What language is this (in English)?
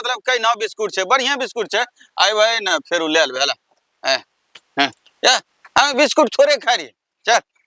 Angika